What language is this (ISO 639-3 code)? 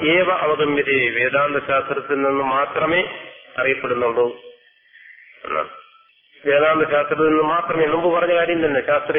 mal